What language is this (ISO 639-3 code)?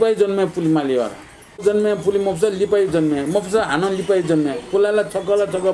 new